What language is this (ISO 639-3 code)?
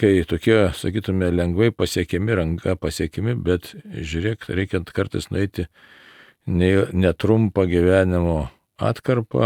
lit